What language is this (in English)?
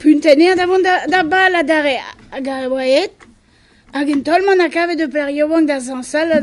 Breton